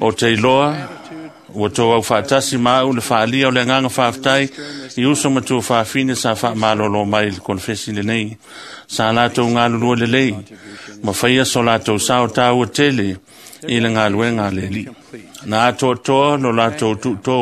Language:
Samoan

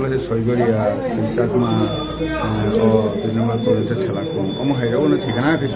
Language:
Kok Borok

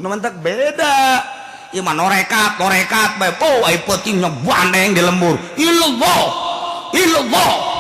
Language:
Sundanese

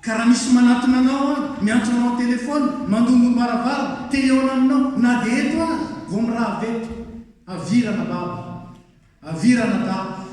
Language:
Malagasy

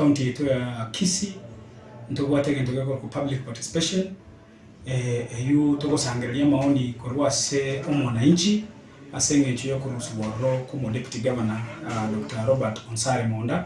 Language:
Gusii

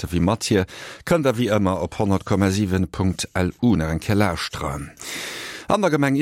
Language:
Luxembourgish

